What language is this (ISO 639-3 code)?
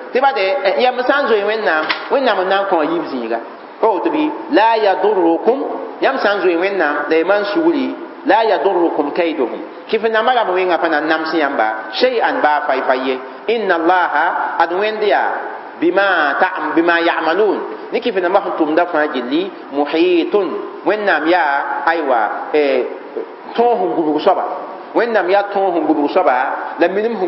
mos